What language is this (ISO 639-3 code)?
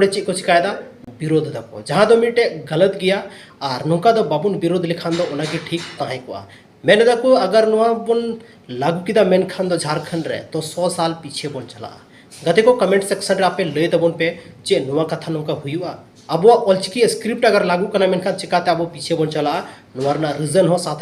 sat